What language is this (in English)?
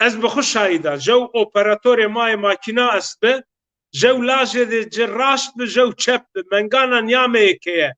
Zaza